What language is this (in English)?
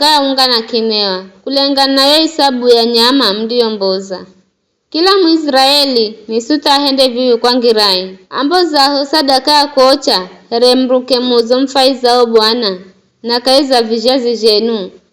Giryama